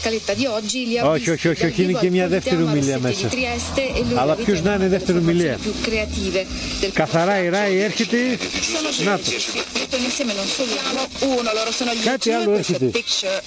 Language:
Greek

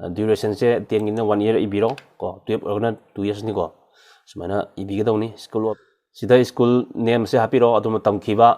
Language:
Manipuri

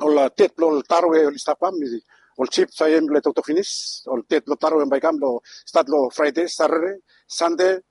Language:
Bislama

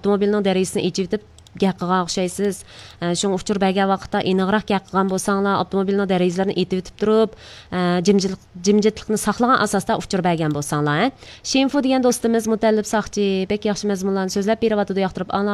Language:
Uyghur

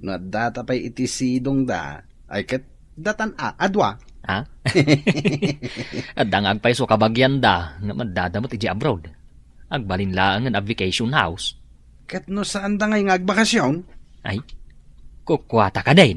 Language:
Iloko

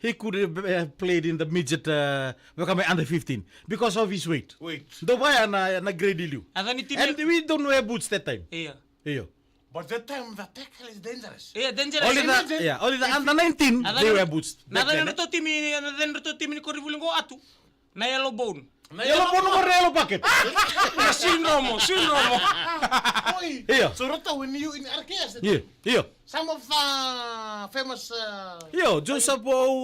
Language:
Fijian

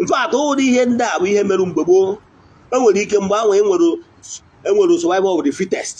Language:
Igbo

